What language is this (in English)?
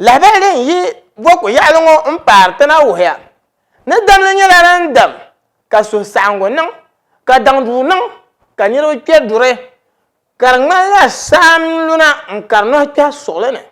Dagbani